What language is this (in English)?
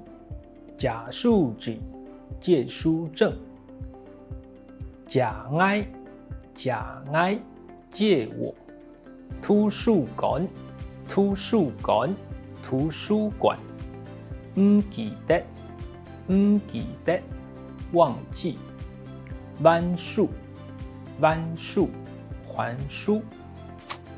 Hakka Chinese